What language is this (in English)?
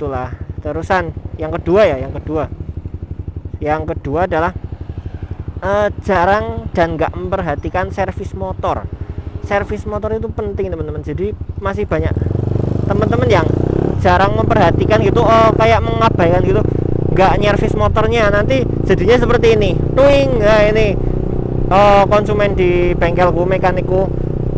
Indonesian